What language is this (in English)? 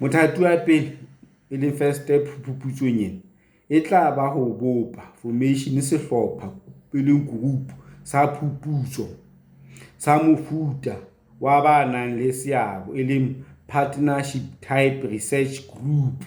Southern Sotho